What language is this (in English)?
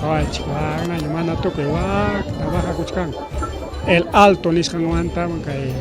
Ayacucho Quechua